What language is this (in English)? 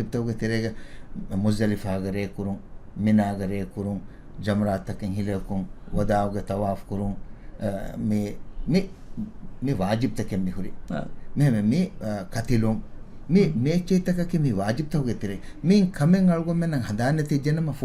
Divehi